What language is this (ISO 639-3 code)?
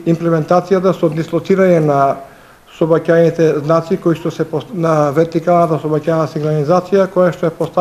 mkd